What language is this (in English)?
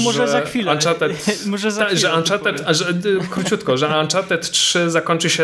Polish